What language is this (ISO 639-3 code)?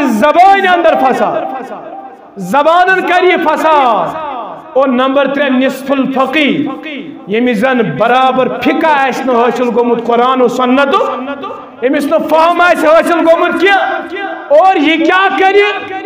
kas